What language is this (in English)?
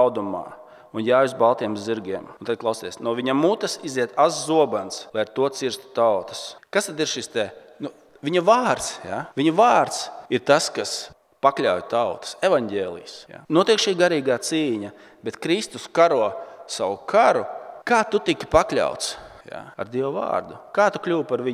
Latvian